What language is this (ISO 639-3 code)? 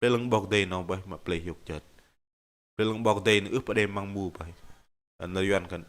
bdq